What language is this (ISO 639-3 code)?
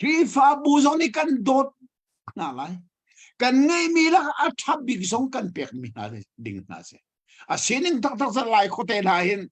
cnh